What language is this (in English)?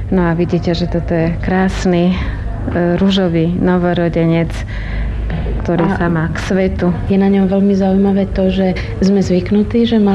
Slovak